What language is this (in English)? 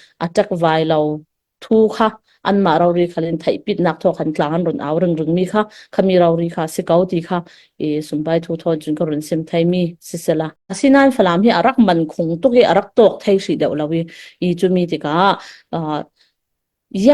Falam Chin